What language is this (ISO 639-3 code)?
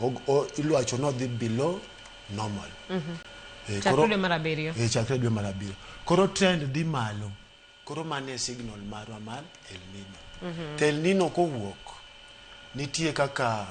luo